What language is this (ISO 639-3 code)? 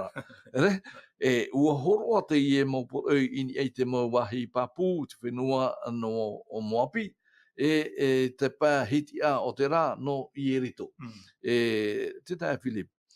tah